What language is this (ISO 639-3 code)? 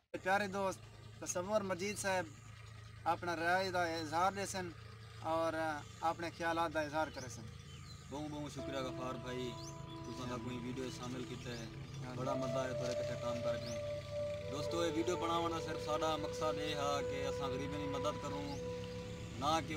skr